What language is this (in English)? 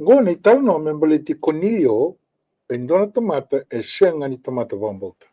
Fijian